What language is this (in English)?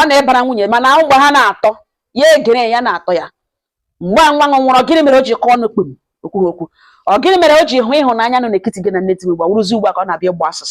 Igbo